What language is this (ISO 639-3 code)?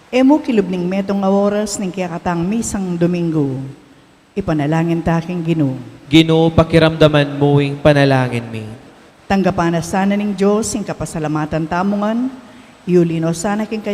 pam